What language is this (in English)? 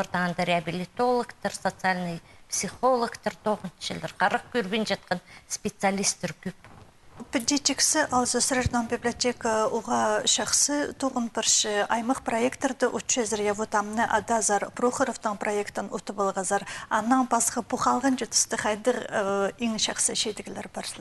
Khakas